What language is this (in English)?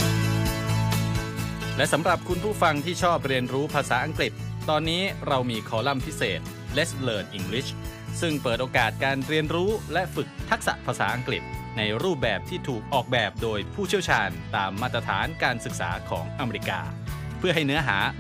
Thai